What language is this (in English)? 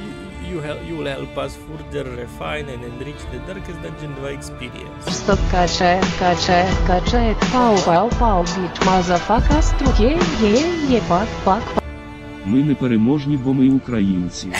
Rusyn